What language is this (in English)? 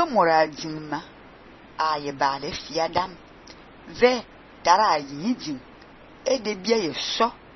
Fang